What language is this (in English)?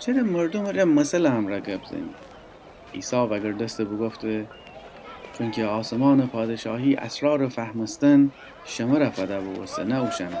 Gilaki